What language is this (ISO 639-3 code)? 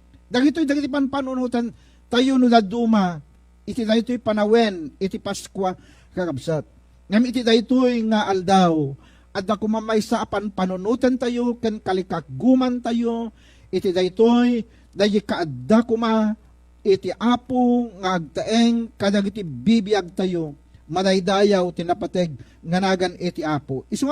ilo